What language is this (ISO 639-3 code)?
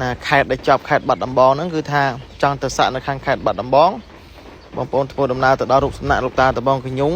khm